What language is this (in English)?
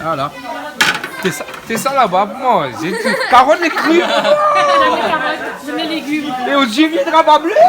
Réunion Creole French